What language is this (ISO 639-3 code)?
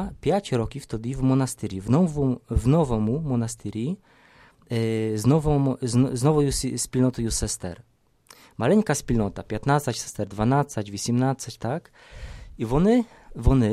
ukr